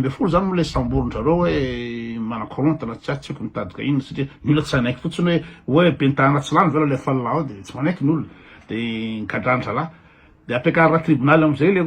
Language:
Malagasy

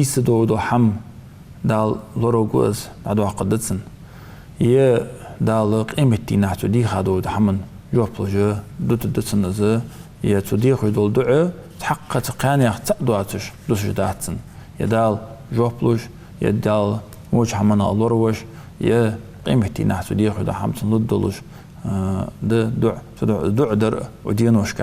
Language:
Ingush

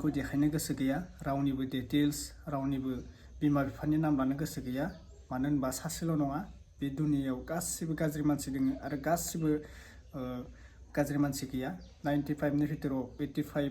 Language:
Bodo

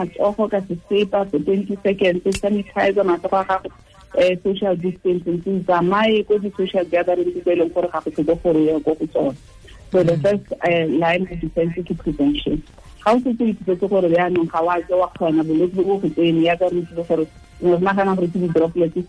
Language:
Tswana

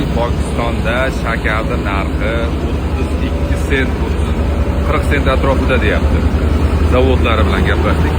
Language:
Uzbek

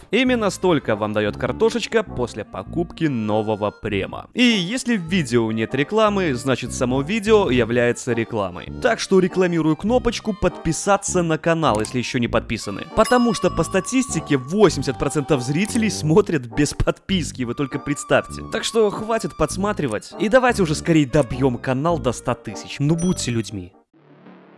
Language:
Russian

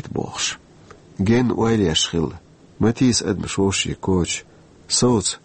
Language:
Chechen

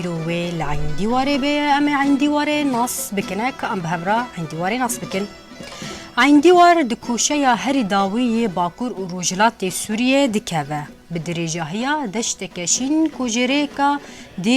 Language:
Kurdish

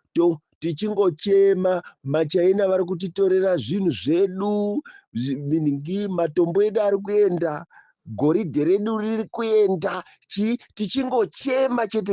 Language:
Shona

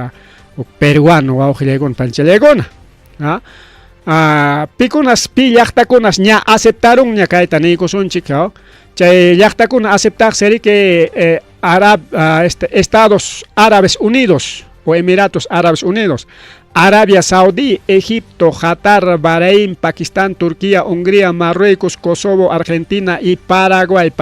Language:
Ayacucho Quechua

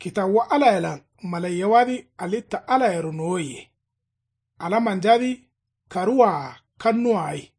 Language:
Kanuri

